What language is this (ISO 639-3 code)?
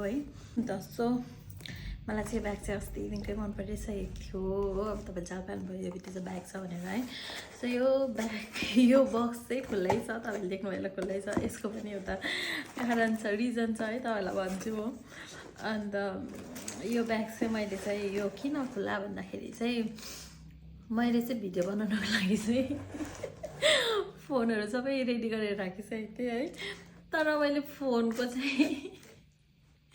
nep